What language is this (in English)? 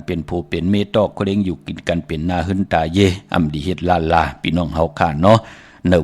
Shan